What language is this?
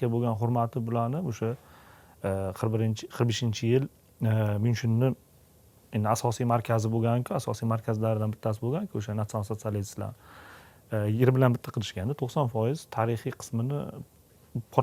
Uzbek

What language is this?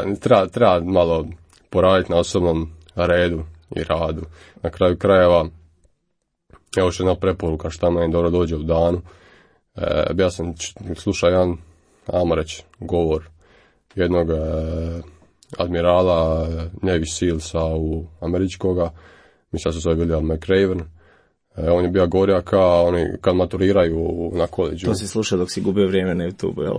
Croatian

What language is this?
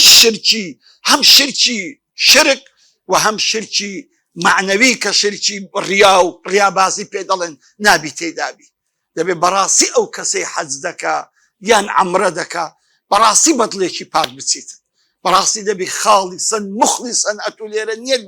Central Kurdish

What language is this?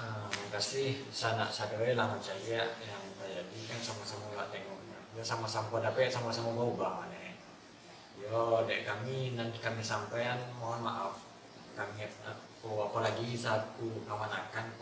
Minangkabau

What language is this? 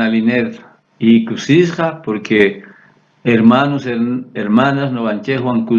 South Bolivian Quechua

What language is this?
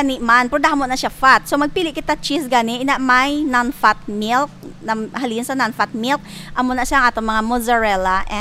Hiligaynon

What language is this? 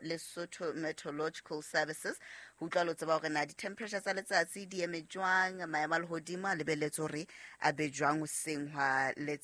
Southern Sotho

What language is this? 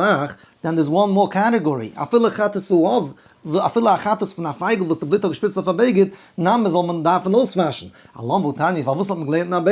Yiddish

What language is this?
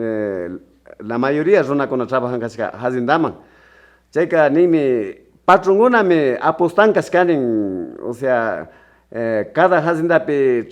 Imbabura Highland Quichua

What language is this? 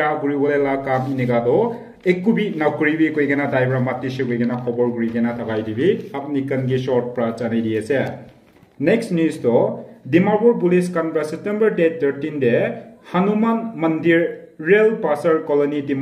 Naga Pidgin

